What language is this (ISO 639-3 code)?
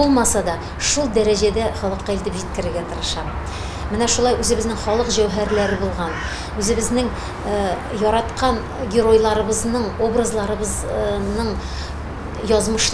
tat